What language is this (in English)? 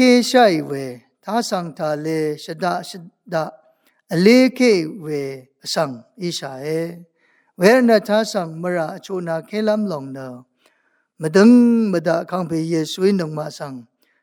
Rawang